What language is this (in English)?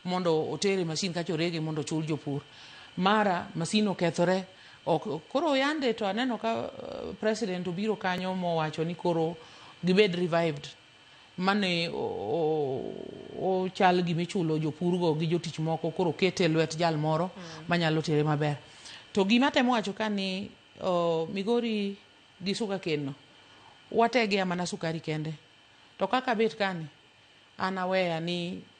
Luo (Kenya and Tanzania)